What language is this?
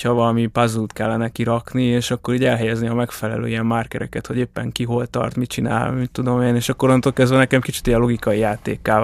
Hungarian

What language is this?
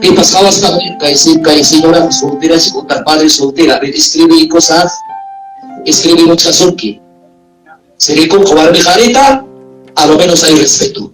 Ayacucho Quechua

